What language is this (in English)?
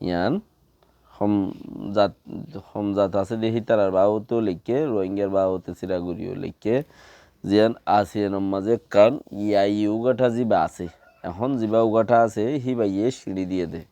Rohingya